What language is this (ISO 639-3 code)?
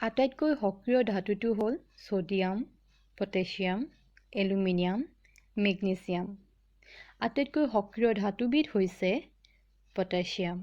asm